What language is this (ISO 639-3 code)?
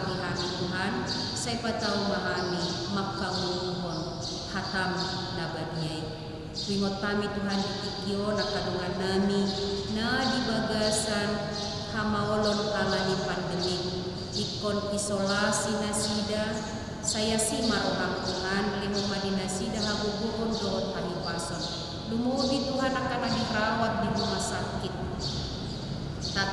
bbc